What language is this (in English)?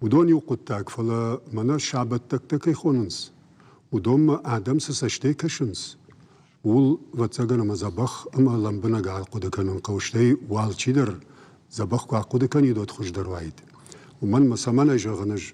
Ossetic